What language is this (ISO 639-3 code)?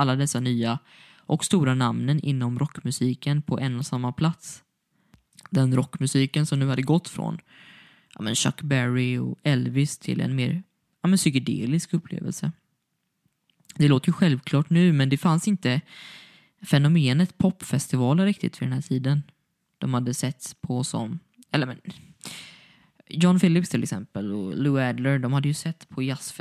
swe